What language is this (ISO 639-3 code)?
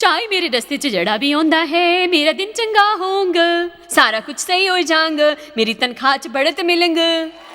doi